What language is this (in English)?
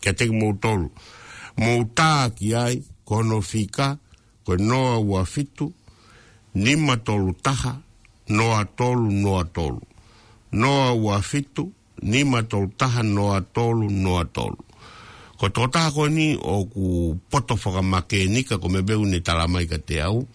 Tongan